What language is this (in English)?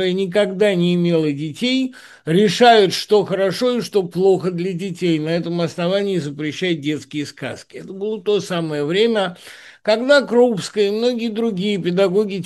Russian